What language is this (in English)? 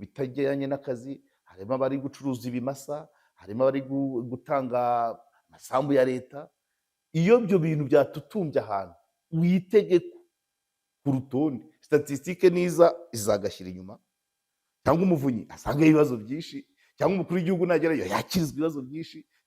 Kinyarwanda